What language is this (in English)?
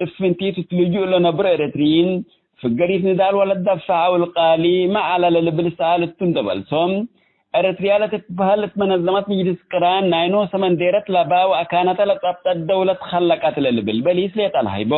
Tigre